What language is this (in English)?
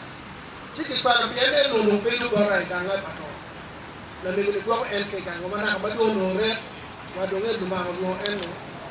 Acoli